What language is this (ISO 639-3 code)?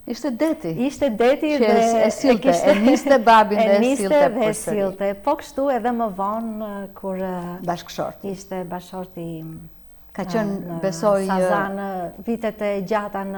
sqi